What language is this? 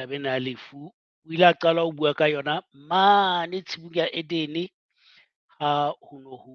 Southern Sotho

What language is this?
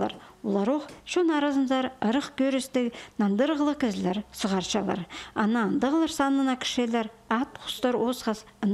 Khakas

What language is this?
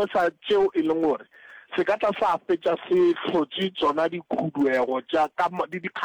Northern Sotho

